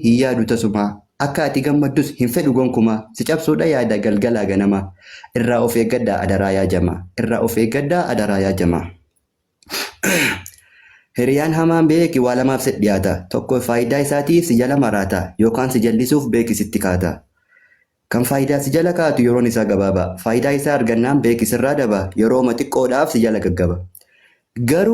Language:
Oromo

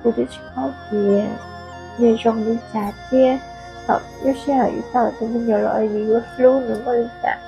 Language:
Hmong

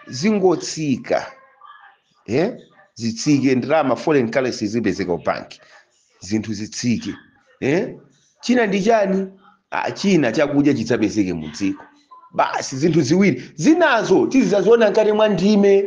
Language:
Nyanja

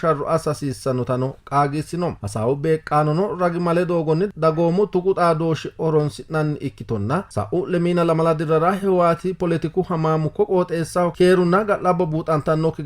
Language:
Sidamo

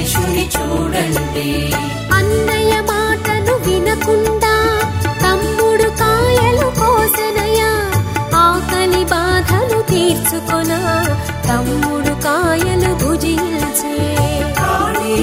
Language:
Telugu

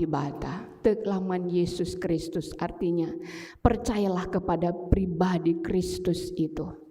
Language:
Batak Karo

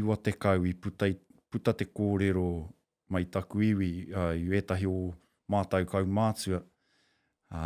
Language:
Māori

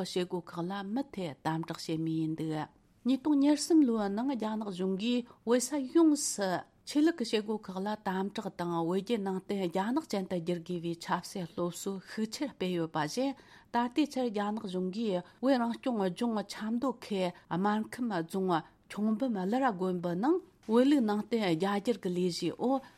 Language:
Tibetan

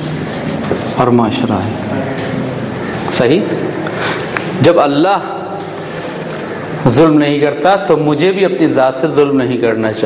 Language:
Urdu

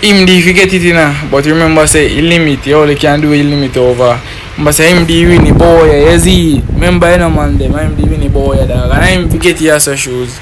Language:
Jamaican Creole English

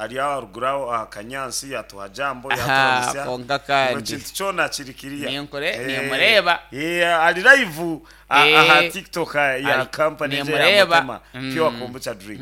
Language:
Nyankole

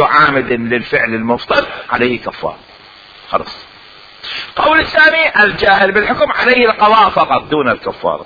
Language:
Mesopotamian Arabic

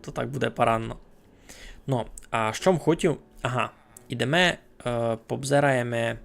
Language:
Rusyn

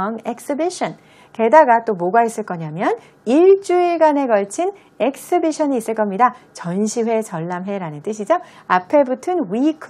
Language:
Korean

